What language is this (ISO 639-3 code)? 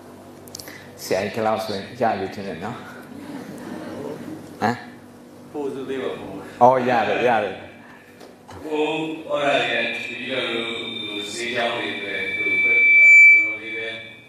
mya